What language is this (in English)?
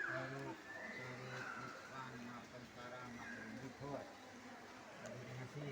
Manipuri